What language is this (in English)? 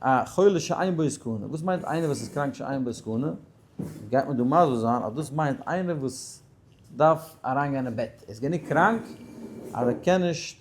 Yiddish